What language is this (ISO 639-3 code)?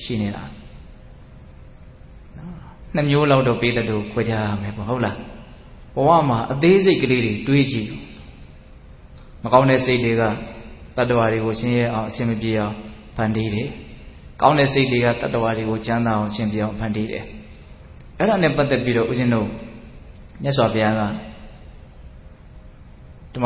mya